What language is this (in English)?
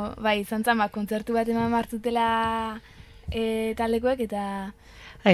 Basque